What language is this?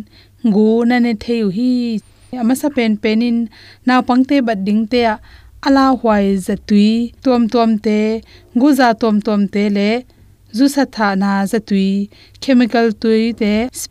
Tedim Chin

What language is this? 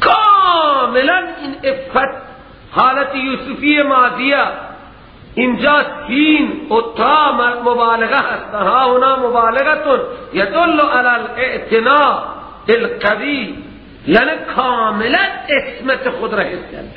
Persian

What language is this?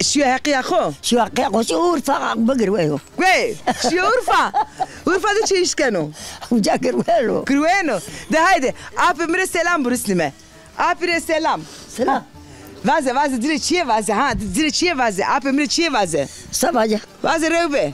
Zaza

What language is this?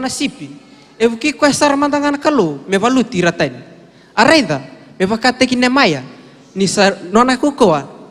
Fijian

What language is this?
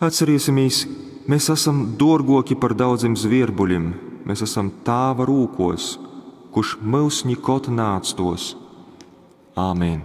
Latgalian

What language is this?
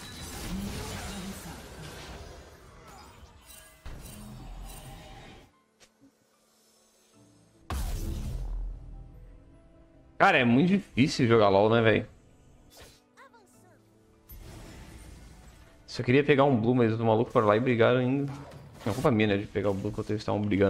Portuguese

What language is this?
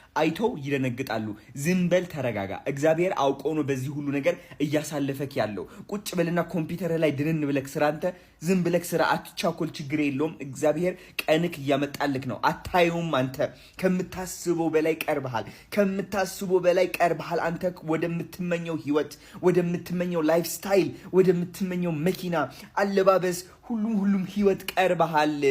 Amharic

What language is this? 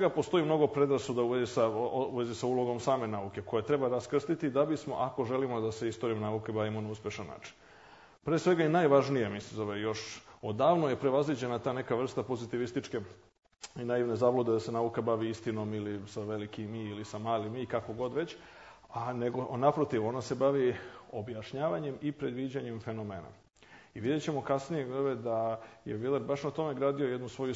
Serbian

